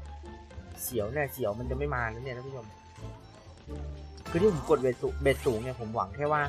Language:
Thai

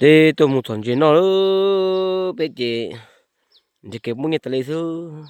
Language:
Hmong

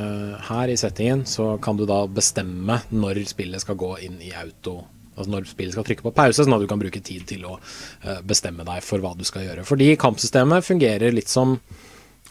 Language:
Norwegian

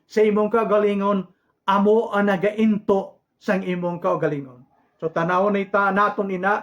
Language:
Hiligaynon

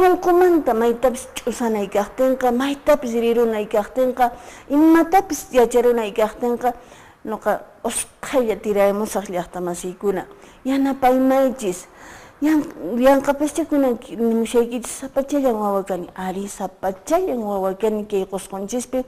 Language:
Quechua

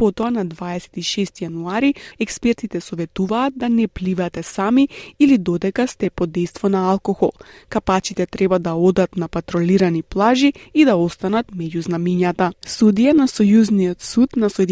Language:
Macedonian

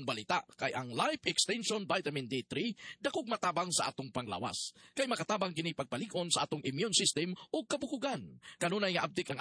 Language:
Cebuano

